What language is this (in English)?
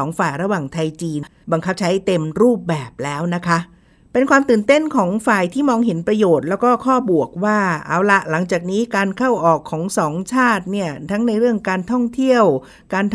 Thai